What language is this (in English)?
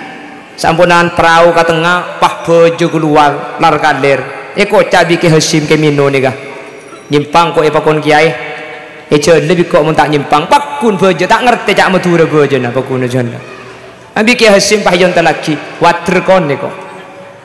Madurese